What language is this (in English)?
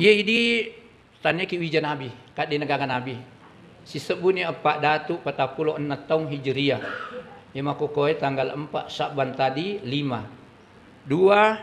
Buginese